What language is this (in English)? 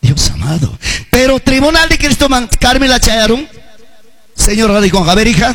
Ayacucho Quechua